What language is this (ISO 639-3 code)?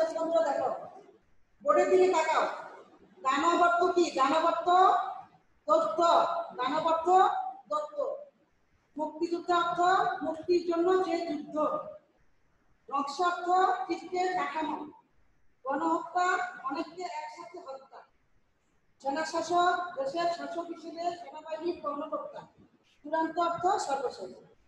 ben